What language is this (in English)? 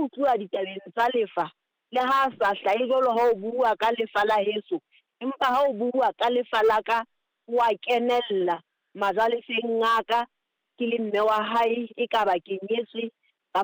Southern Sotho